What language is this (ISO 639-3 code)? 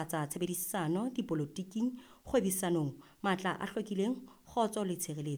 sot